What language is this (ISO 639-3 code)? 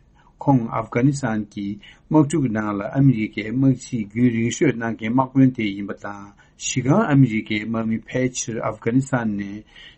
bod